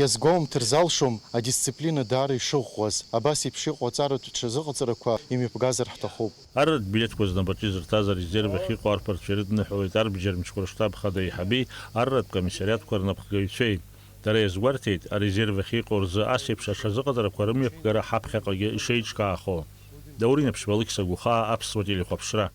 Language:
Abkhazian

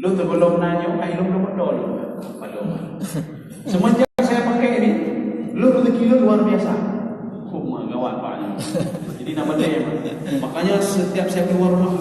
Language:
Achinese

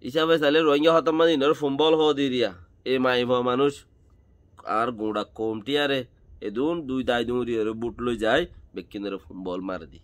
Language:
Rohingya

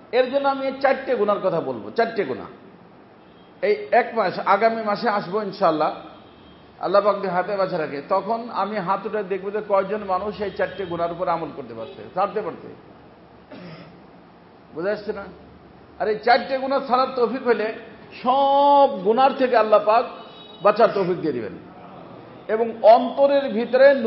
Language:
Bangla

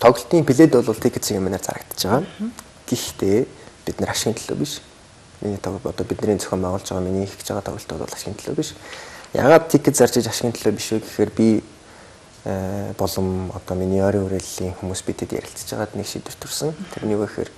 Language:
Mongolian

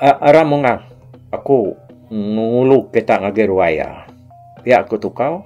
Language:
Iban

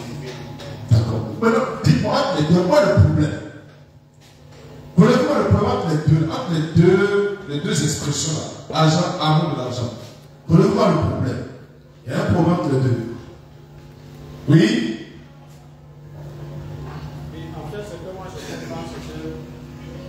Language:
French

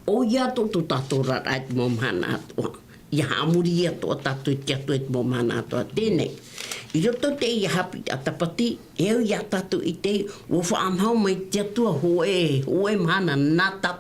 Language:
Tahitian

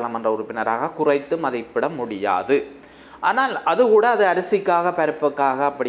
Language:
Tamil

